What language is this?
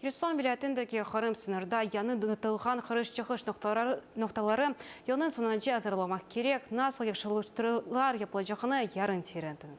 Crimean Tatar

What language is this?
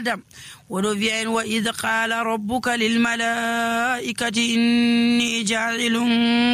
Nigerian Fulfulde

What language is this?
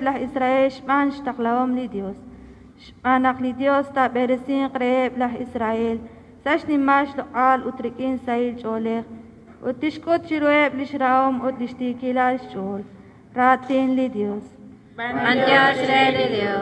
Kekchí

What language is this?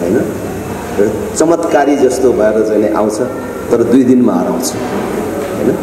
Nepali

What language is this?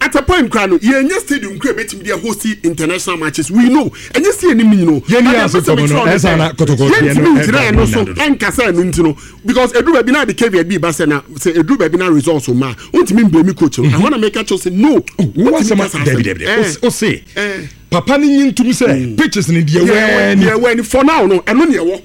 Akan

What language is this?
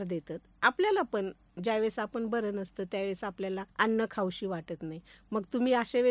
Marathi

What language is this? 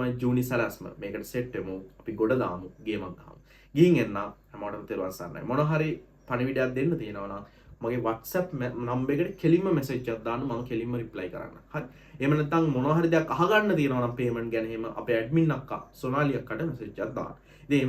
Sinhala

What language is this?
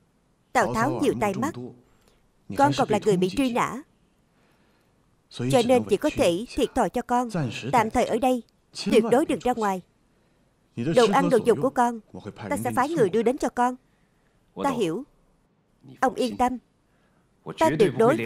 Vietnamese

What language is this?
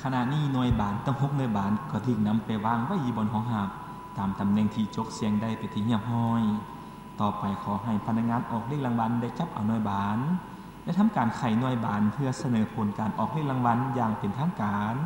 Lao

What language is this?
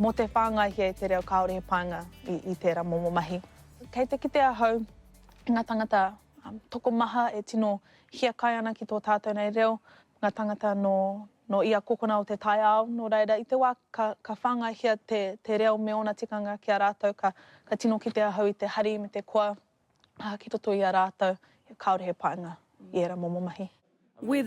Māori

